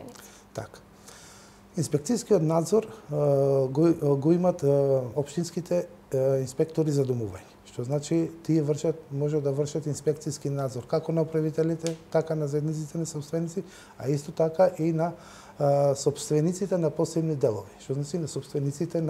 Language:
Macedonian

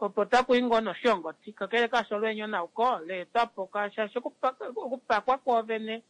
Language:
Kuanyama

